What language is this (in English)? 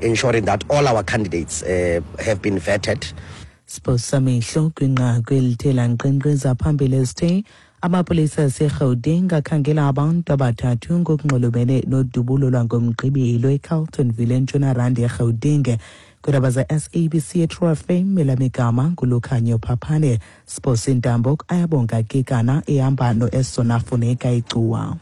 Xhosa